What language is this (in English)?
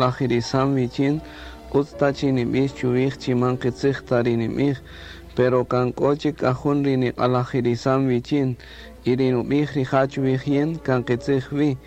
Kaqchikel